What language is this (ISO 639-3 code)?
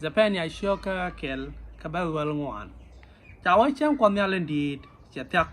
nus